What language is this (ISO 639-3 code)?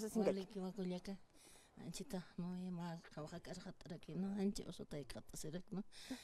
aym